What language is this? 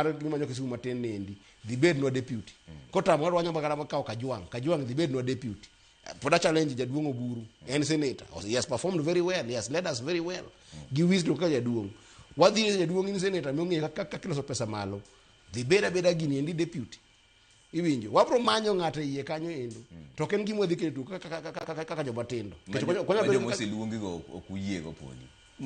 Luo (Kenya and Tanzania)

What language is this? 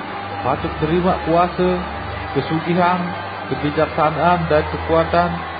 Sasak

